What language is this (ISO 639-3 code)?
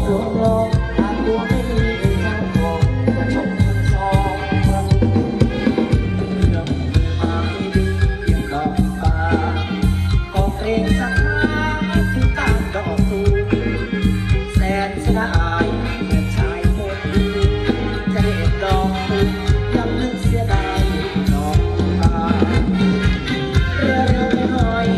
tha